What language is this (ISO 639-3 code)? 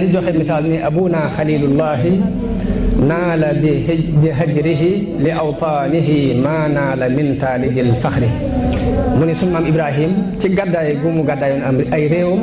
wol